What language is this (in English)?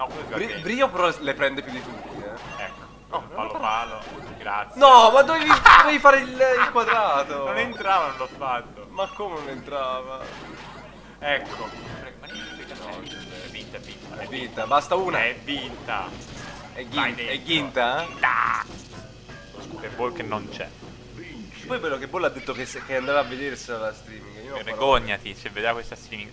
Italian